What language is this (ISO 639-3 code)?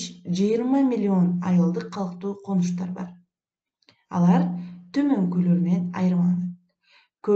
kir